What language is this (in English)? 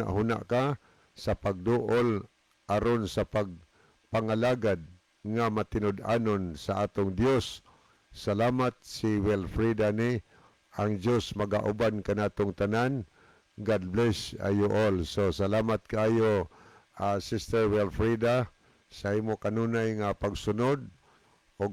Cebuano